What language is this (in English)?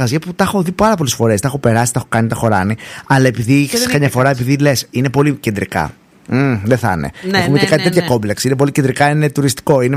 Greek